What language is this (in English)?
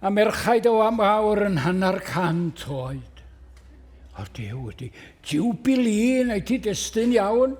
Welsh